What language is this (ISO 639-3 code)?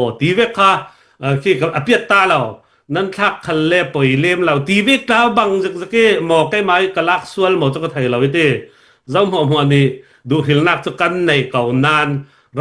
cnh